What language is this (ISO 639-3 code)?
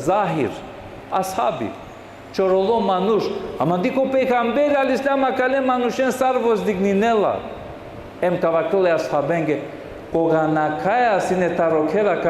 rmn